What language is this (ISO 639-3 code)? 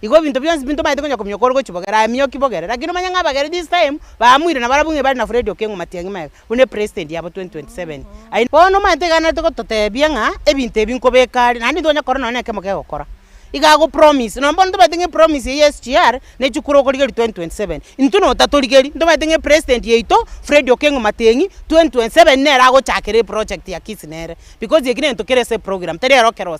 guz